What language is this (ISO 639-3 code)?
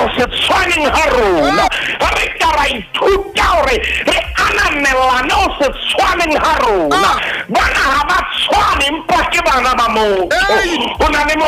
sot